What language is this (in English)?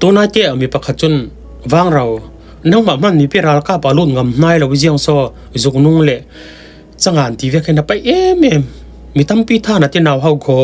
Falam Chin